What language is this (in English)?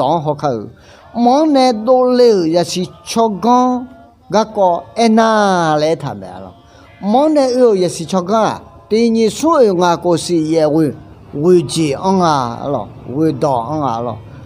Akha